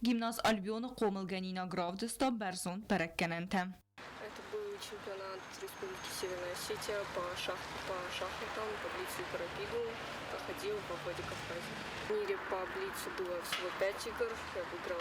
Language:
Ossetic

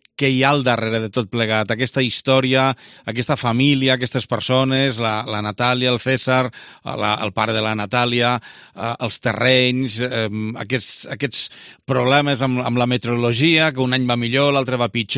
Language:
Catalan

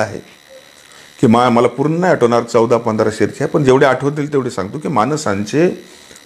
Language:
Marathi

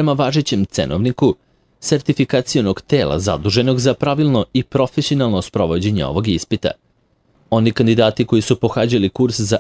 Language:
Serbian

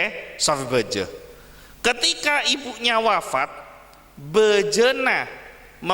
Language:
Madurese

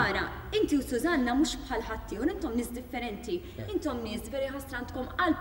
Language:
Maltese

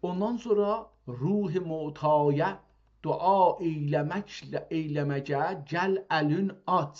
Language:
South Azerbaijani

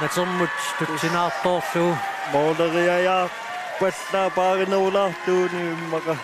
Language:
Kalaallisut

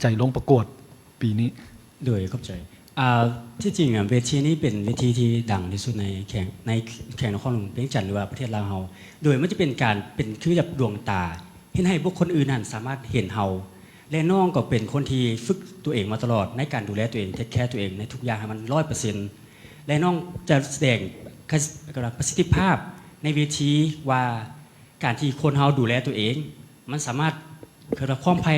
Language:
Lao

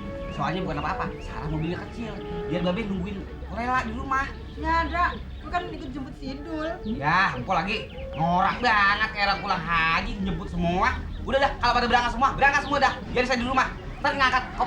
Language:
Betawi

